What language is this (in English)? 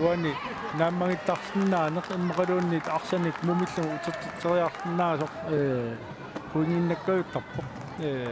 Kalaallisut